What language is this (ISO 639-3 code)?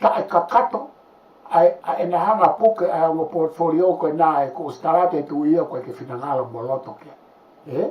ton